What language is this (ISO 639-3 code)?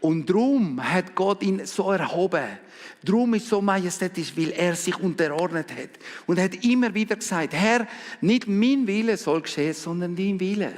gsw